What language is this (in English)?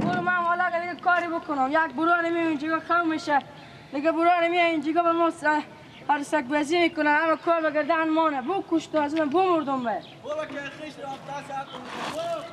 Persian